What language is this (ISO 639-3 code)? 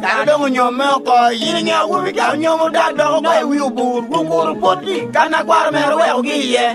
laj